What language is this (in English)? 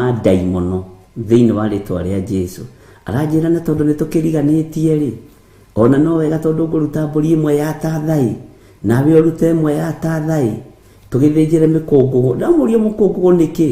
Kikuyu